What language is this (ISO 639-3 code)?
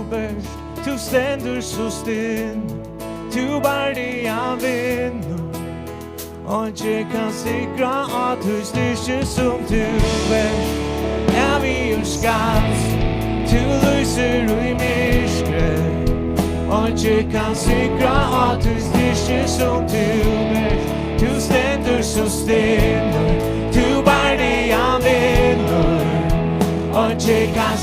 fao